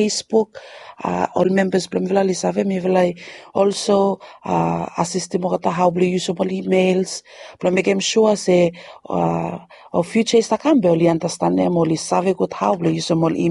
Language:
Bislama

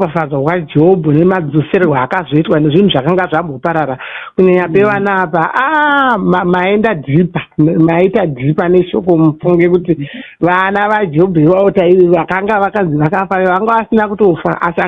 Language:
Shona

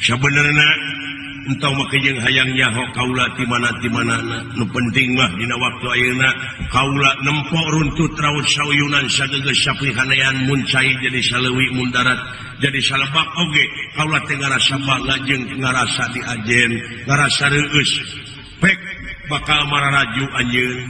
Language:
Sundanese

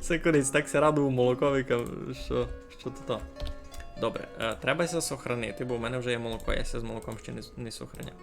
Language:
Rusyn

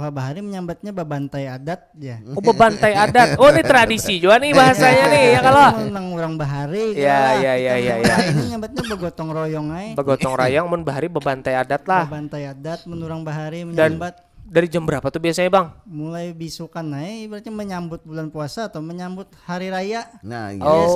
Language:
Banjar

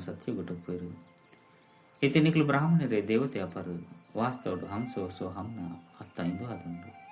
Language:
Tulu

